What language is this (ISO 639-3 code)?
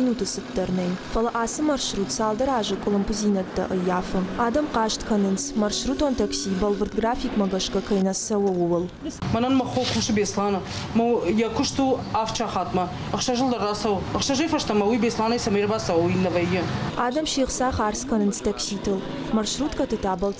oss